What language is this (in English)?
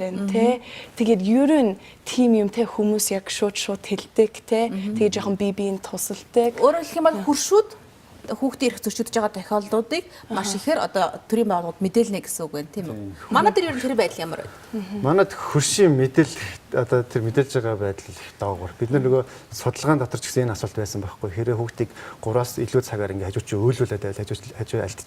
Mongolian